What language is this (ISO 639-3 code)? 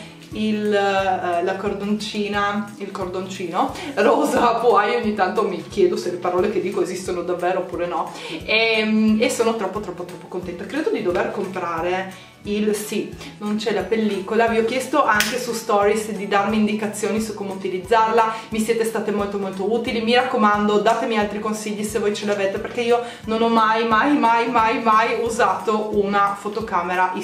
ita